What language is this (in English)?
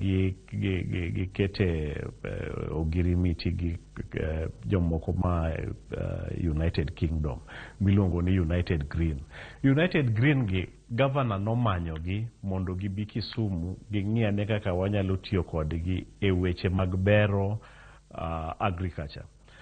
Luo (Kenya and Tanzania)